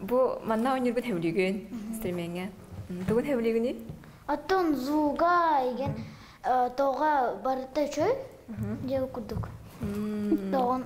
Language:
Yakut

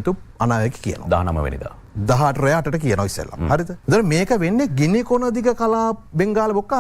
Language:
Sinhala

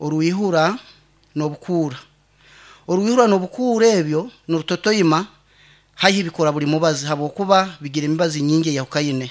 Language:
Nyankole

